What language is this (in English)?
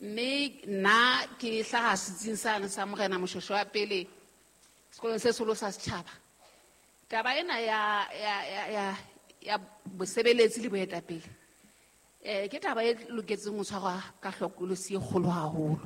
Southern Sotho